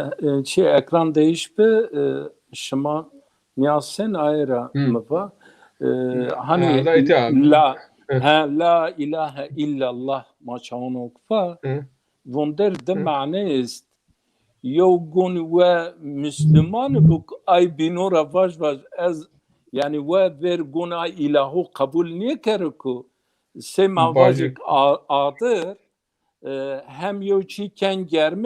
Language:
Zaza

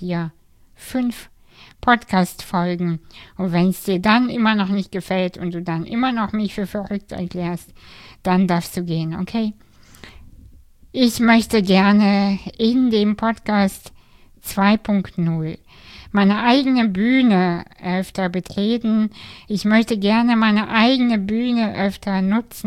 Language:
German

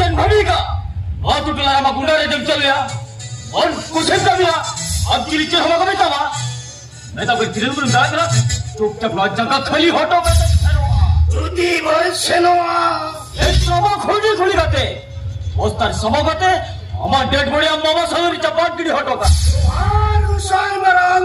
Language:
Santali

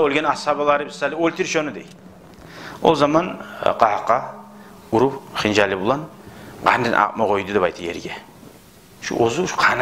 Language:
Kumyk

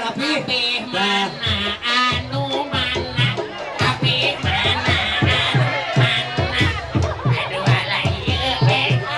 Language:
Sundanese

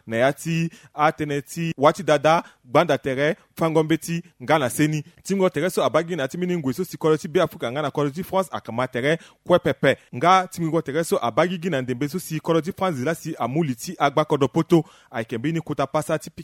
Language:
Sango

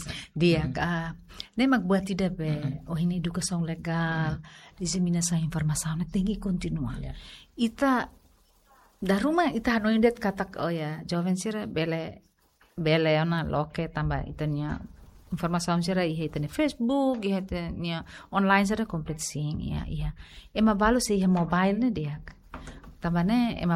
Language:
Tetum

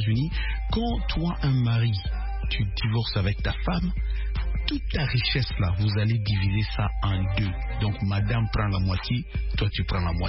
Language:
French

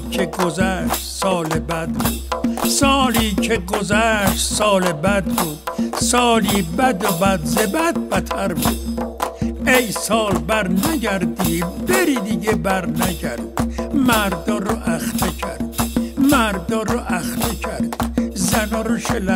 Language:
Persian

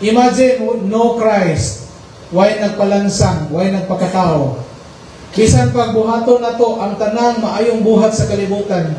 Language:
Cebuano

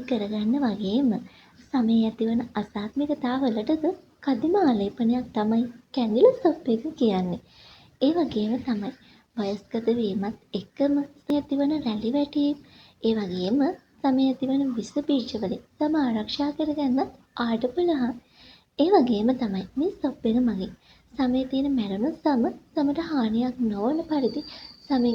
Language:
Sinhala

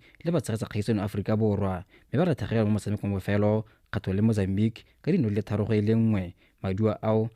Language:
Tswana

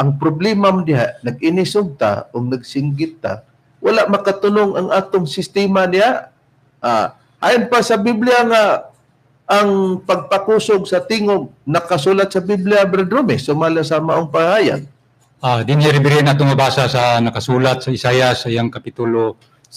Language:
Cebuano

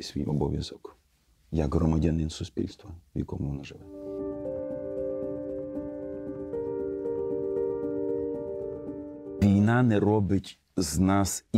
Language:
Ukrainian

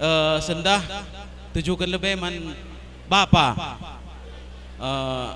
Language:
Batak Karo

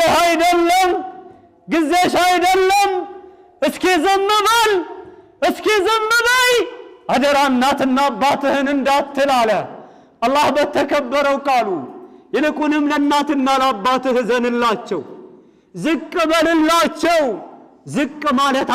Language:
Amharic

